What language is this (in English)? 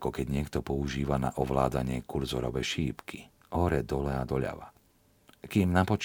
Slovak